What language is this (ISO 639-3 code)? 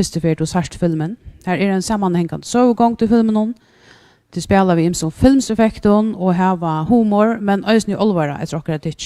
fao